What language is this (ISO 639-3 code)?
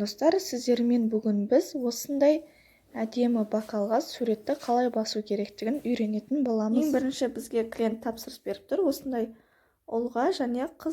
kaz